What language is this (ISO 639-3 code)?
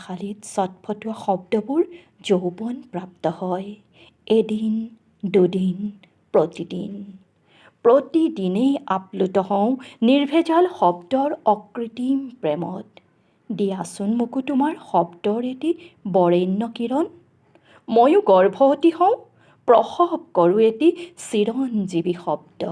asm